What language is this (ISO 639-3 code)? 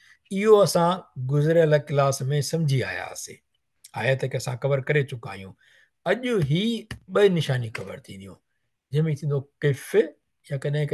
snd